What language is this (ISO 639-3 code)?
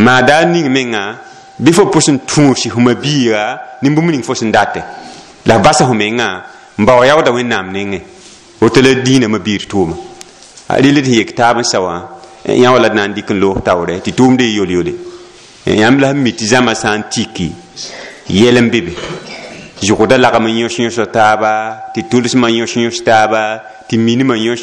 mos